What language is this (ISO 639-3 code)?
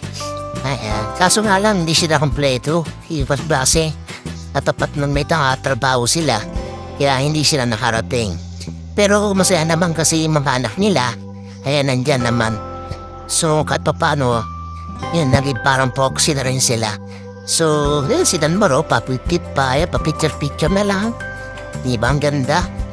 fil